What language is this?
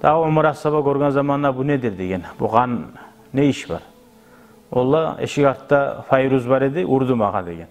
Kumyk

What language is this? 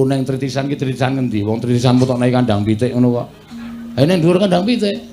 Javanese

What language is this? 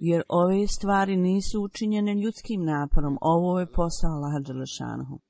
Bosnian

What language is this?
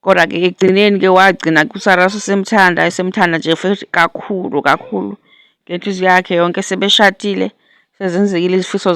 Zulu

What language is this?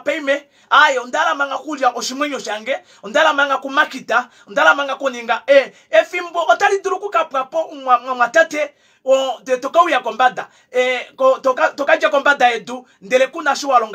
Kuanyama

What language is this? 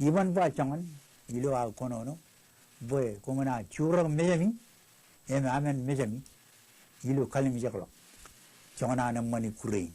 Marshallese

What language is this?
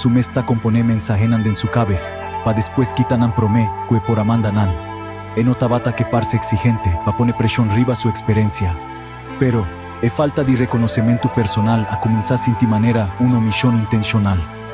Papiamento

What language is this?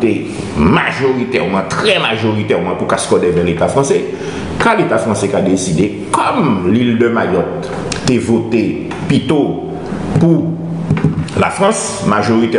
Guadeloupean Creole French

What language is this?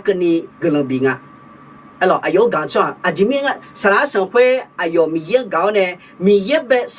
Akha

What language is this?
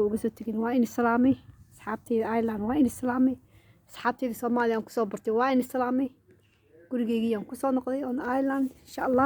Somali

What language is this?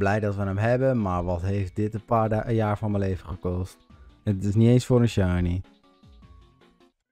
Dutch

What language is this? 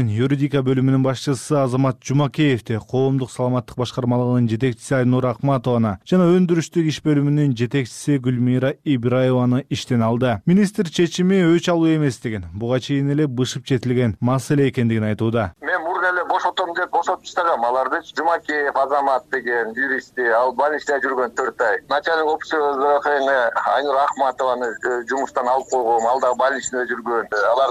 Kyrgyz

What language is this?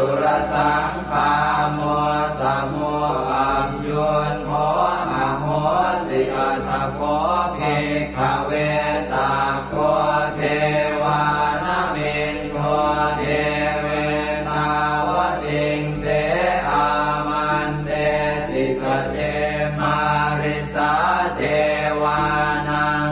Pali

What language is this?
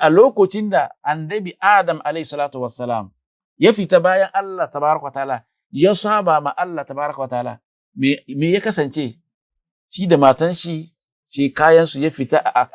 Hausa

